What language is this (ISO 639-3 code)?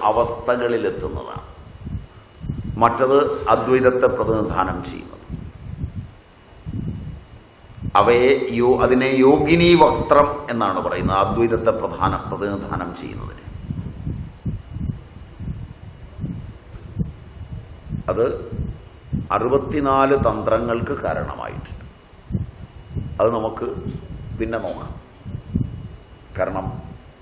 mal